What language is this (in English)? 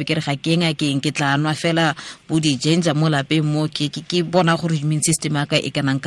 Tswana